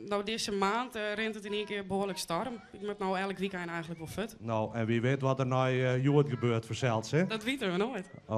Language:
Western Frisian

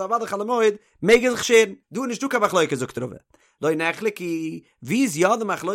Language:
Yiddish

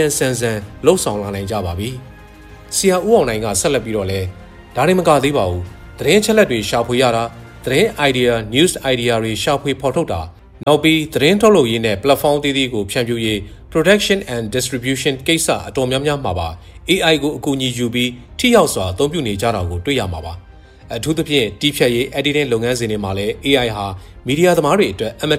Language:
Burmese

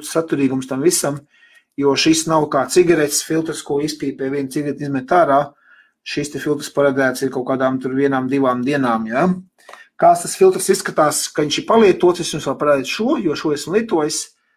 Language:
Latvian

